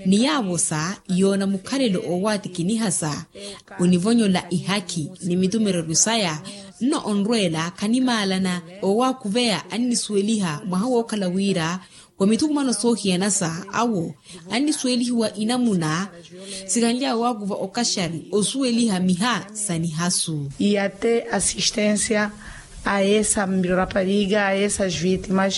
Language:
Makhuwa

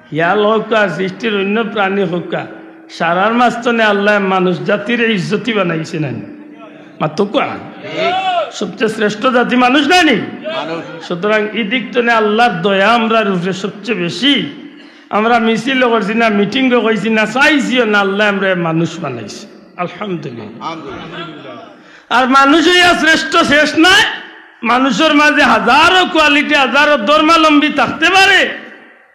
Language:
Sylheti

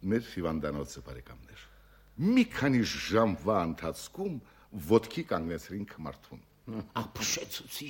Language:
Armenian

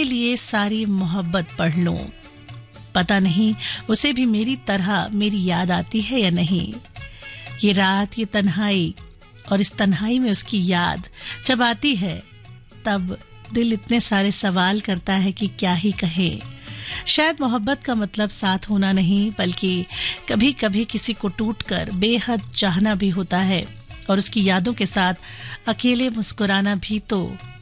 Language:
Hindi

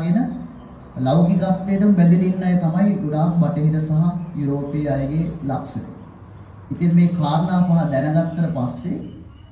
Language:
Sinhala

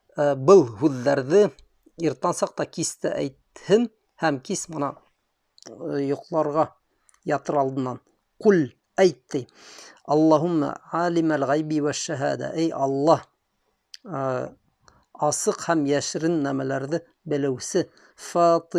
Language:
Bashkir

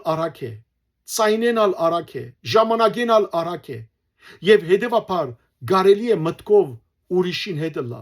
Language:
Western Armenian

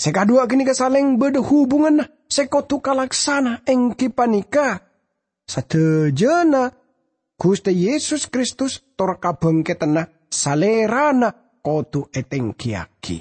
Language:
Madurese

